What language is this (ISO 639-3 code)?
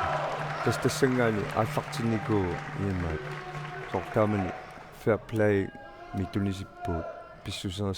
kal